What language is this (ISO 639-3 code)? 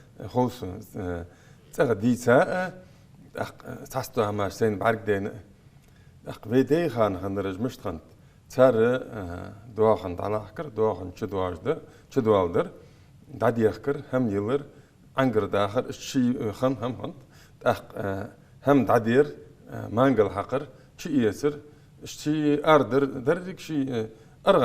inh